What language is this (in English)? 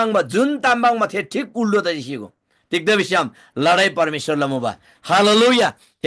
Eastern Tamang